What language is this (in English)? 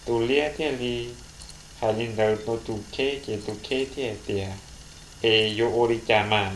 Hmong